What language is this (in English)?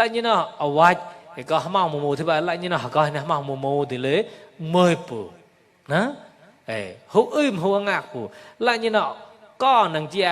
Mon